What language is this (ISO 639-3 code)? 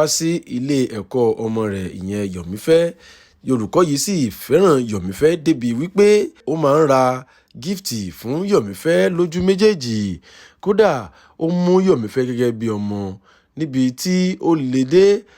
yor